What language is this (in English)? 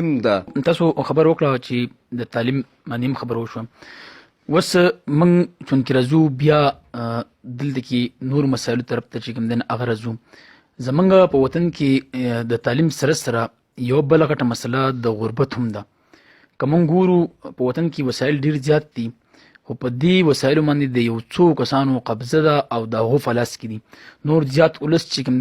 Pashto